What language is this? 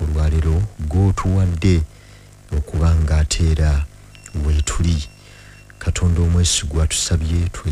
Ganda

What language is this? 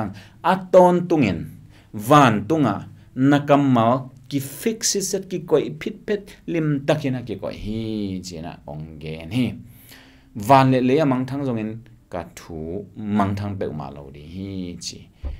Tedim Chin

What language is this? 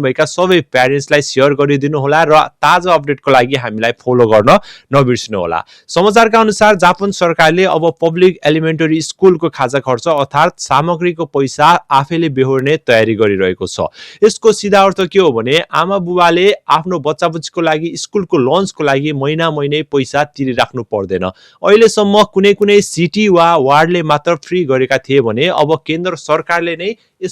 Nepali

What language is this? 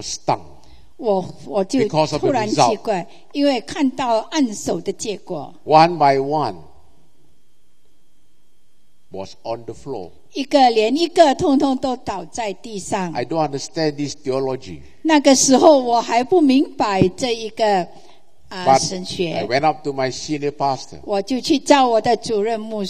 Chinese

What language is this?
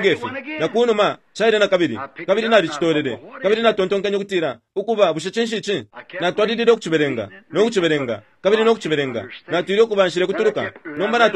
Bemba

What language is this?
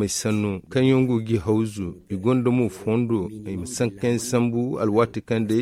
Zarma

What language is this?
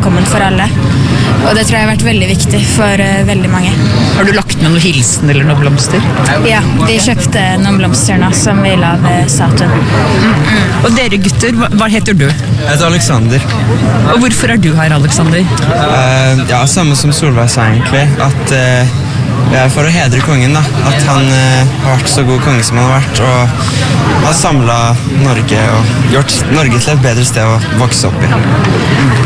Norwegian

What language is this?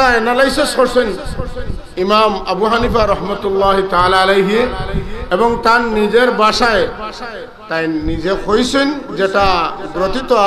Sylheti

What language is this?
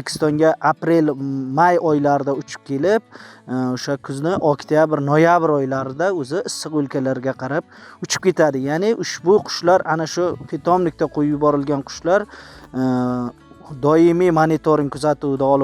Uzbek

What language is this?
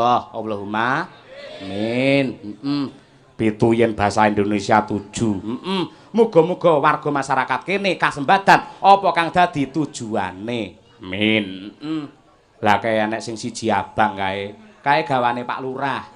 Javanese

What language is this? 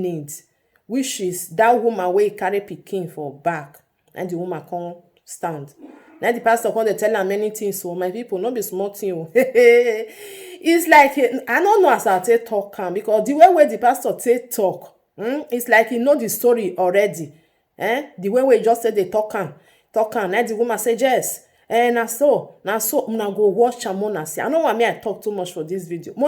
Nigerian Pidgin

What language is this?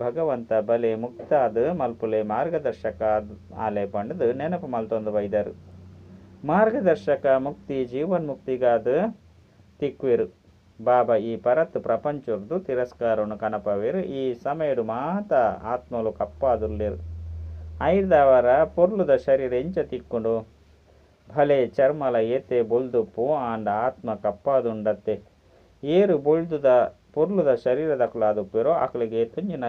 Tulu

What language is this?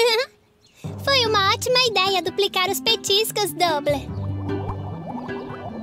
Portuguese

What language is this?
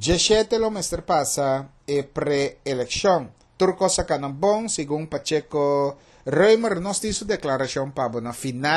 Papiamento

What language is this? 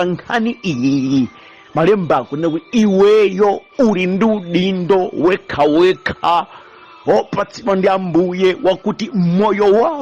Nyanja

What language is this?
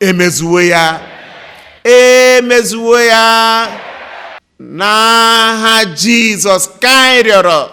Igbo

